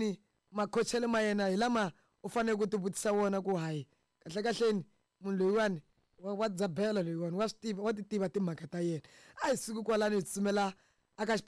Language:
Tsonga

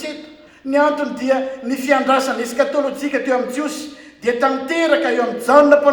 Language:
Malagasy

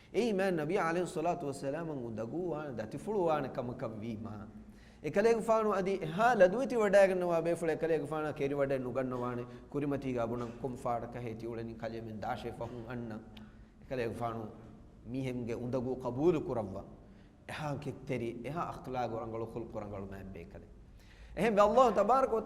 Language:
Divehi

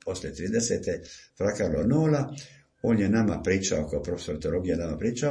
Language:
Croatian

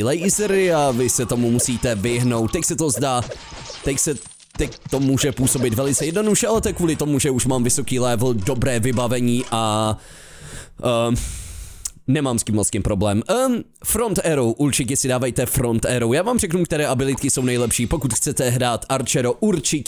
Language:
Czech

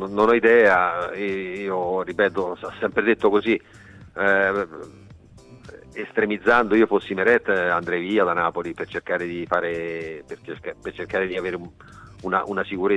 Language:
Italian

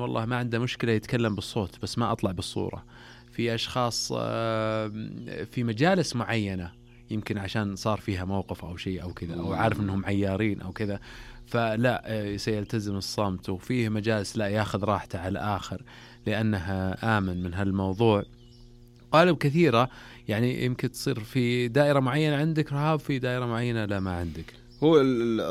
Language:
Najdi Arabic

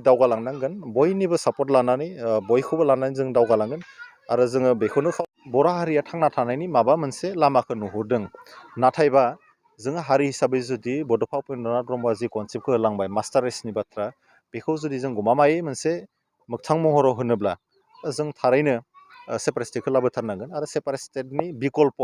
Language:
Bodo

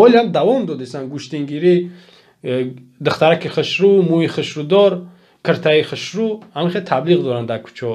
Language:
Tajik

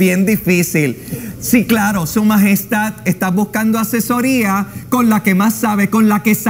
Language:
Spanish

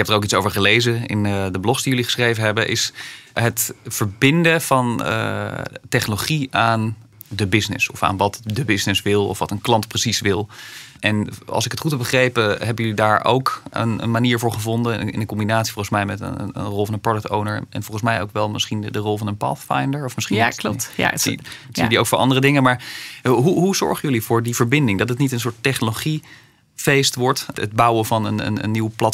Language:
Dutch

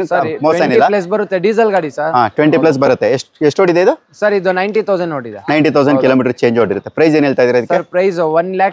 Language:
Kannada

